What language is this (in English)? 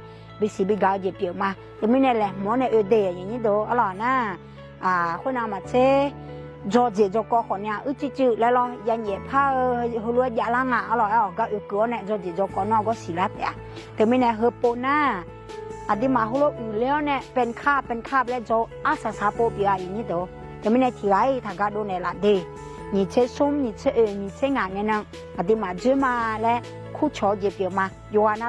Akha